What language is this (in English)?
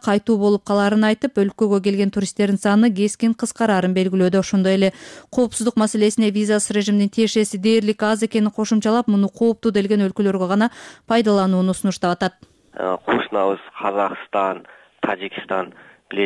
Kyrgyz